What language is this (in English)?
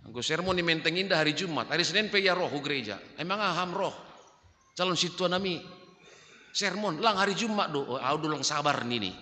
Batak Simalungun